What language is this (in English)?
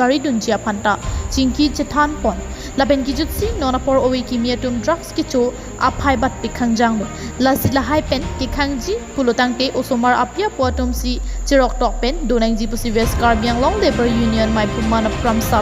Karbi